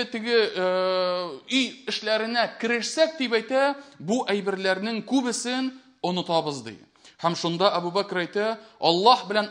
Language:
Tatar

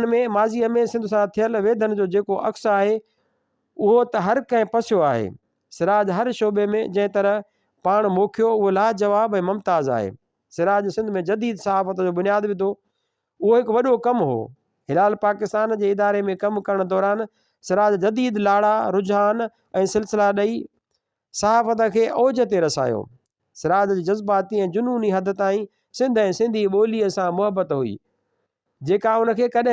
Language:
Sindhi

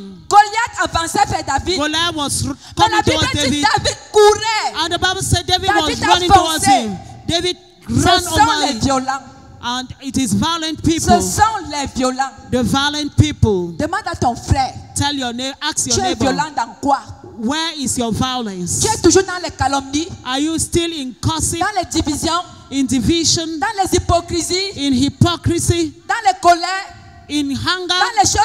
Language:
French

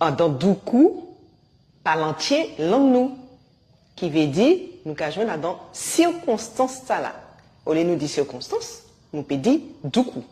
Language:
Guadeloupean Creole French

